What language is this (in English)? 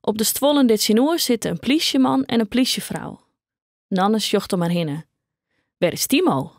Western Frisian